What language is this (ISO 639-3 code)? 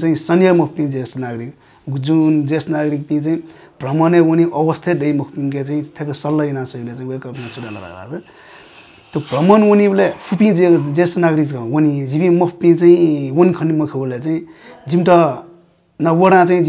new